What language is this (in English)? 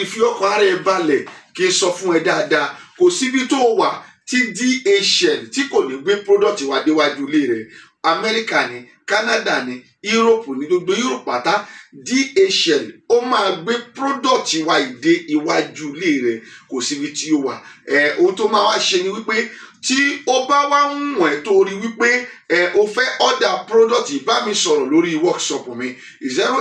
Yoruba